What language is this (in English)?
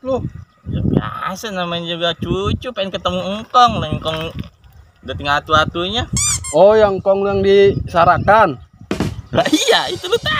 Betawi